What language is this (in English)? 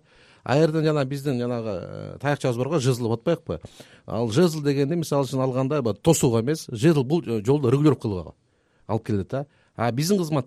Kyrgyz